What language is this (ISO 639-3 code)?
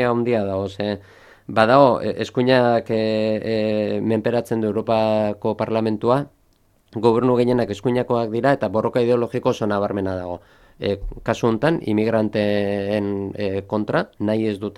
eus